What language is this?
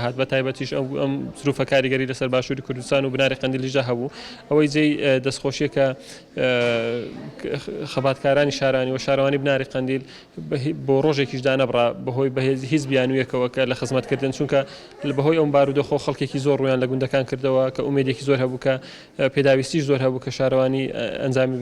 Central Kurdish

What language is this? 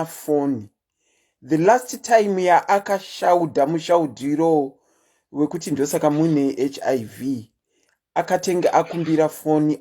Shona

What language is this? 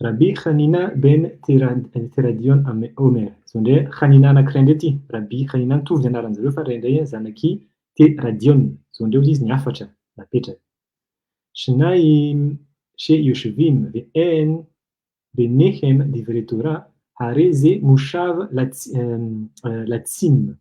Malagasy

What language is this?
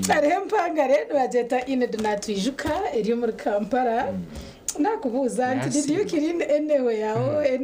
Nyankole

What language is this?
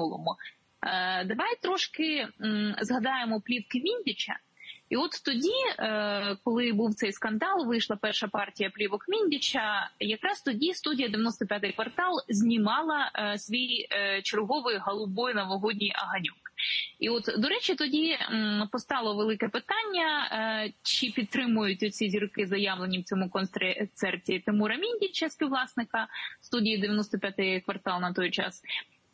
Ukrainian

